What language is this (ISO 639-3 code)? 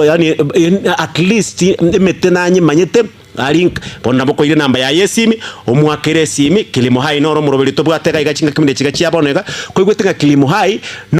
guz